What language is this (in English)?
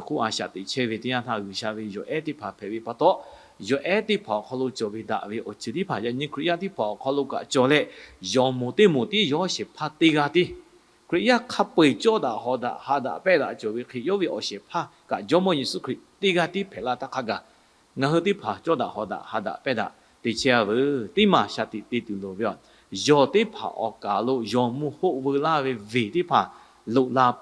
Lahu